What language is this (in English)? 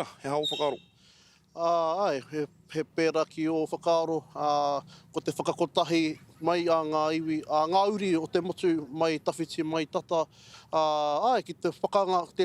Māori